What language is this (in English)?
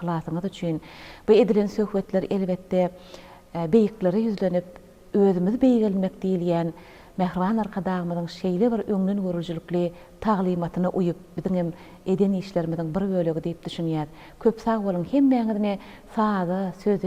Turkmen